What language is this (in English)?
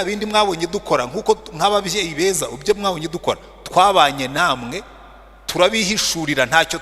Kinyarwanda